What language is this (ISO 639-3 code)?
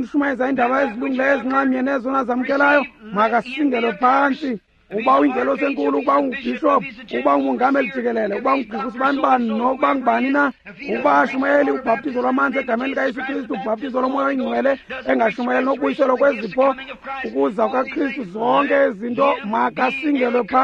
xho